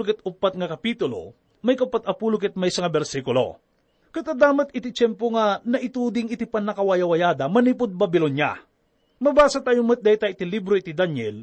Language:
Iloko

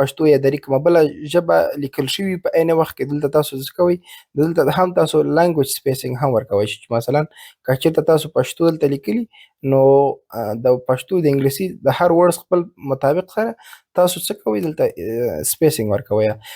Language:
Pashto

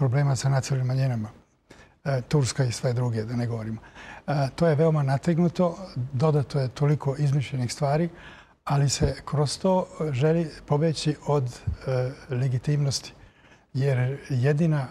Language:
Serbian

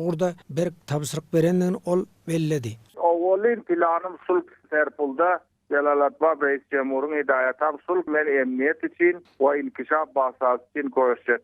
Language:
Turkmen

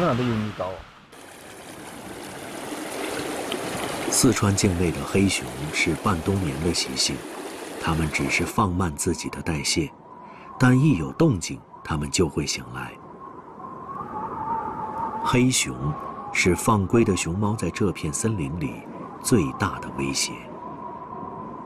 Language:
Chinese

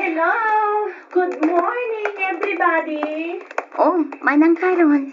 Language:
Iloko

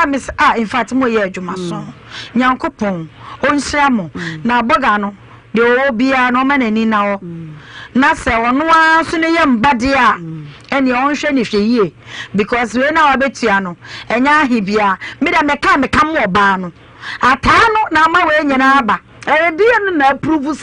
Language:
Akan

